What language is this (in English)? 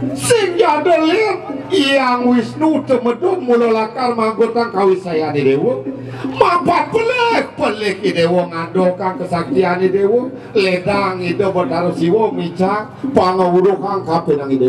Balinese